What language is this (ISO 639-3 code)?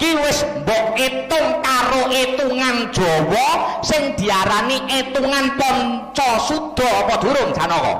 jav